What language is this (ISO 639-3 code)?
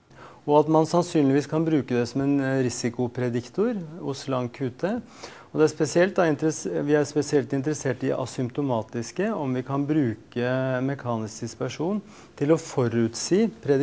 nor